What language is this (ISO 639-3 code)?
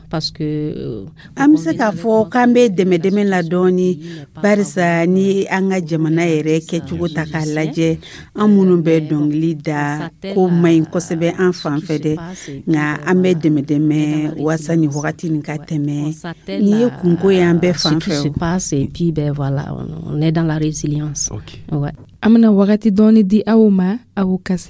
dyu